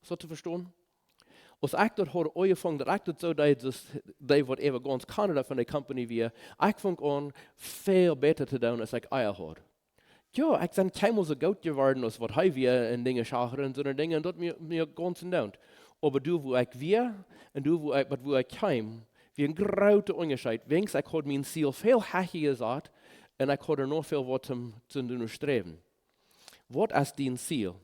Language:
Plautdietsch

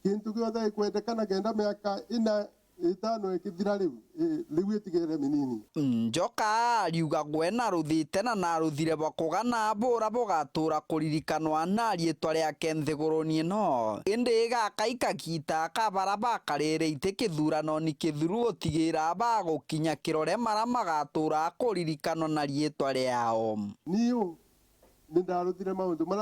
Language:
Meru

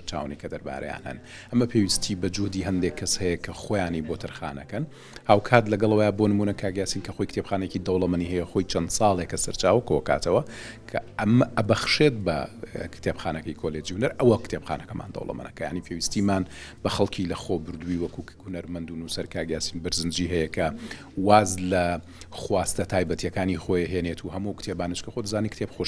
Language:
Central Kurdish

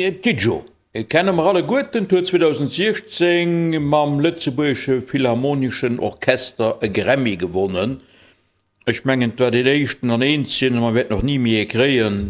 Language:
Luxembourgish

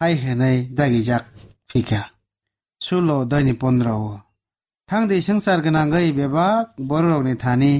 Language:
Kok Borok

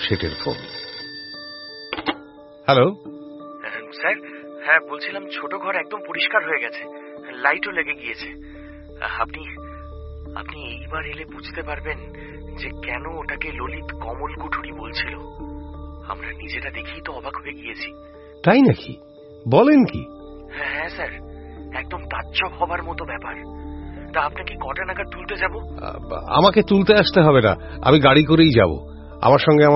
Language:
Bangla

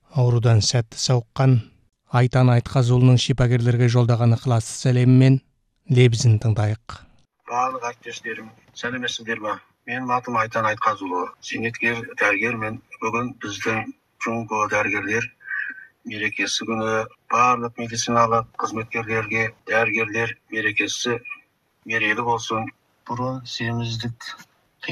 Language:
Kazakh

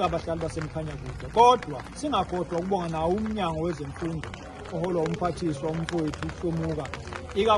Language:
Zulu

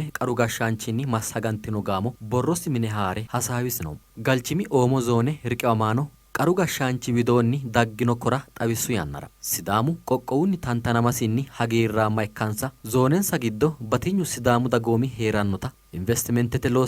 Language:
Sidamo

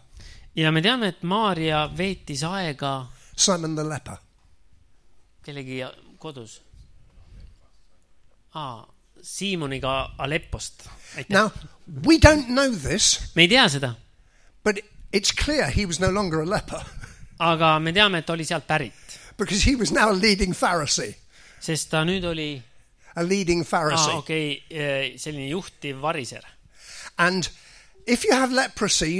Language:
Estonian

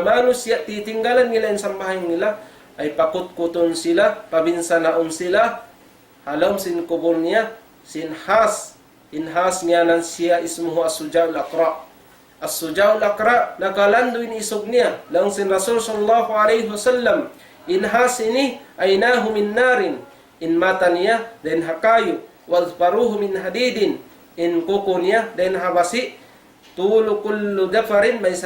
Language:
Tausug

